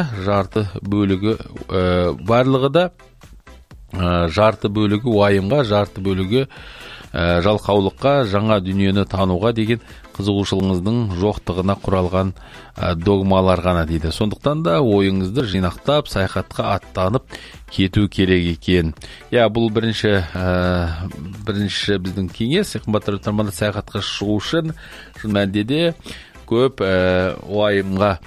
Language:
Kazakh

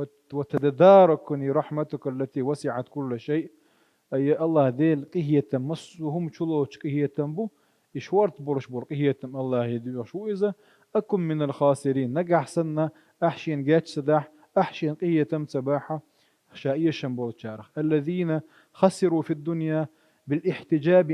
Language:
Chechen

